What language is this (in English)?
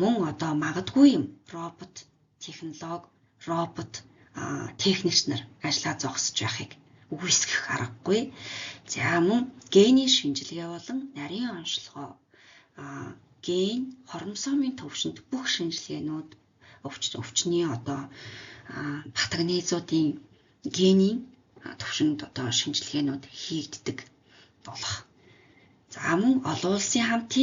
Mongolian